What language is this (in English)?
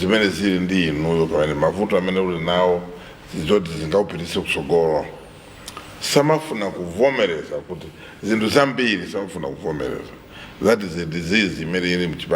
Nyanja